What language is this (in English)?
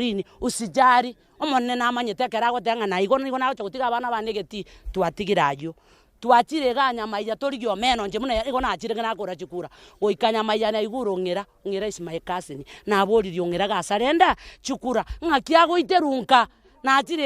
Gusii